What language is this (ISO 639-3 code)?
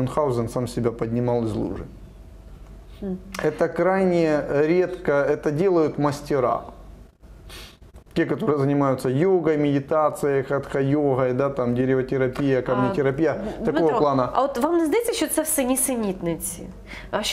ukr